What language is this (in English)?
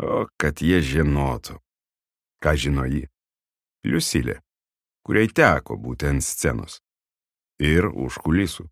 Lithuanian